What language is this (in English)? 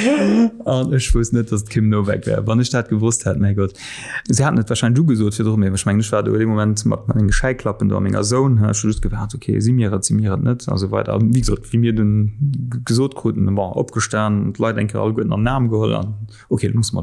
Luxembourgish